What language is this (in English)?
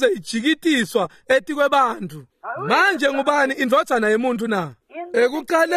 Swati